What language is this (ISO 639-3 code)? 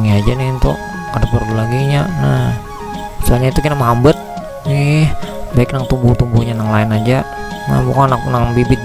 bjn